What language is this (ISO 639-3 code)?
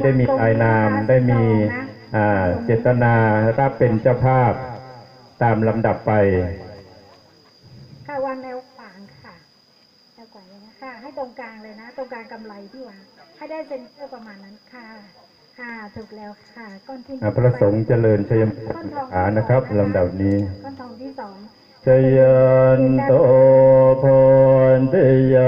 tha